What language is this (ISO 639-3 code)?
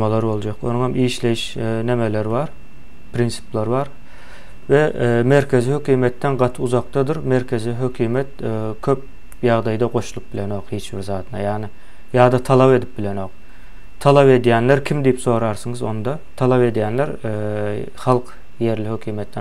tuk